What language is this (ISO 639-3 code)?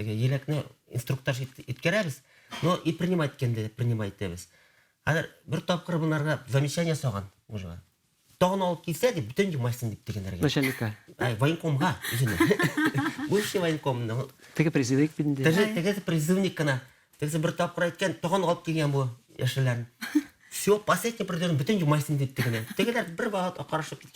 bak